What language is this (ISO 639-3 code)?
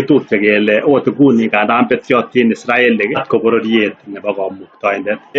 kln